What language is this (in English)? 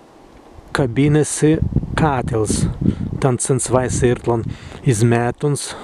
Prussian